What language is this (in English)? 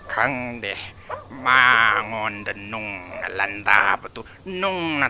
Manipuri